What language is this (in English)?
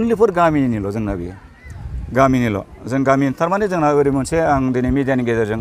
Bodo